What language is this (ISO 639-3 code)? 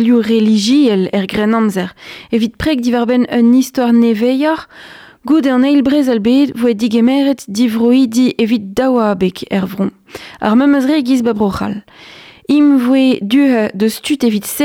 bre